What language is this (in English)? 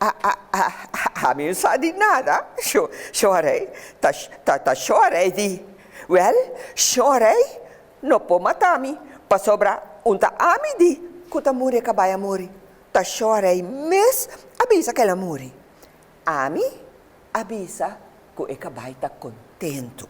Papiamento